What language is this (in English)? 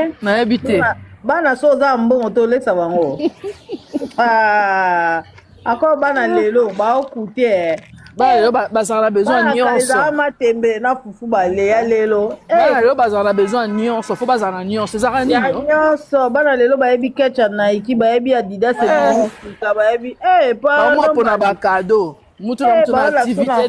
Lingala